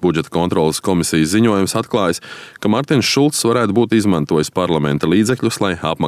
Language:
Latvian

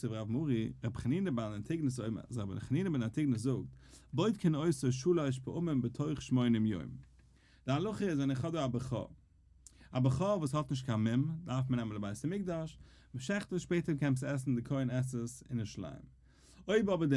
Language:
Yiddish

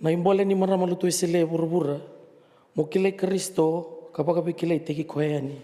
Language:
Fijian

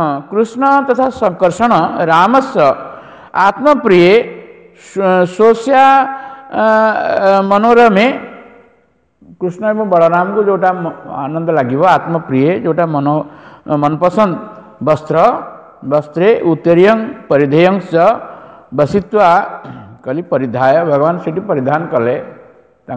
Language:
Odia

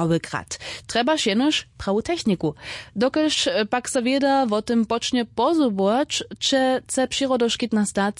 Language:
Upper Sorbian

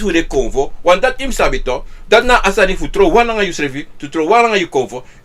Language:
Sranan Tongo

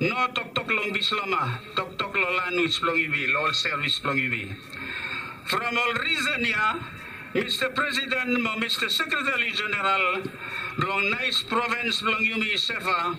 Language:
Bislama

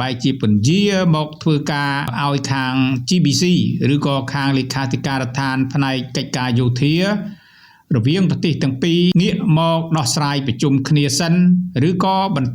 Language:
Khmer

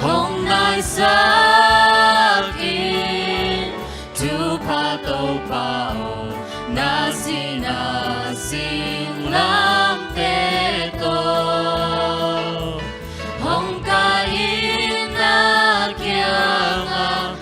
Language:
Tedim Chin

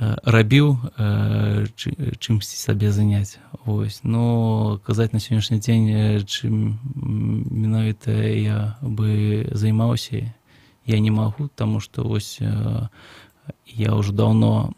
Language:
Belarusian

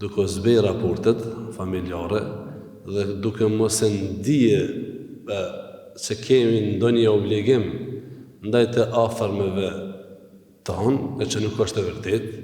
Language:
Albanian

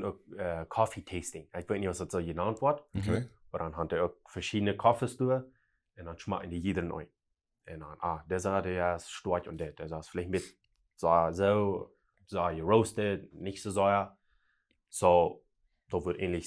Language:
Plautdietsch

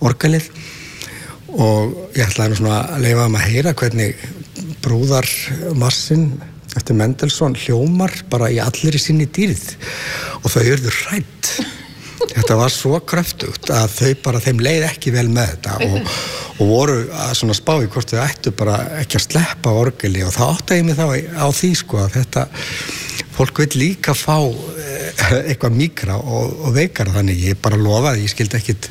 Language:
Icelandic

